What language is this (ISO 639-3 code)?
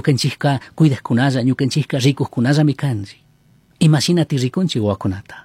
qug